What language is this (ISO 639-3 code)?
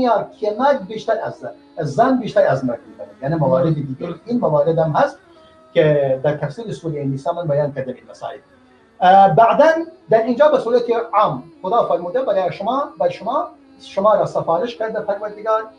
fas